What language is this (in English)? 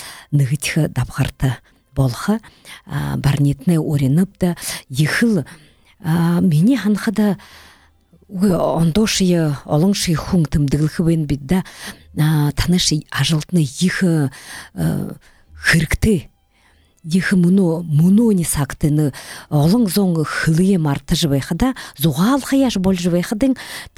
Buriat